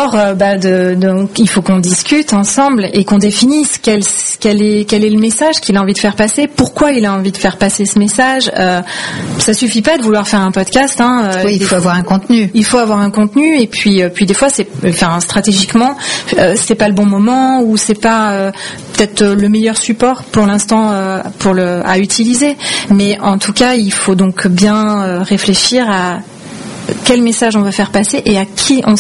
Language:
French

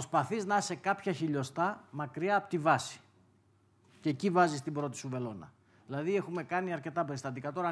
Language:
Greek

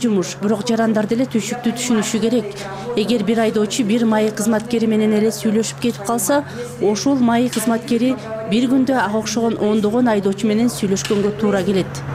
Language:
Kyrgyz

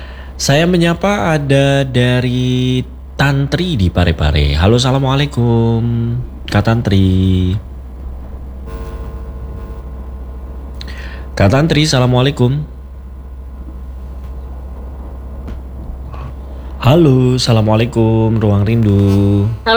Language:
Indonesian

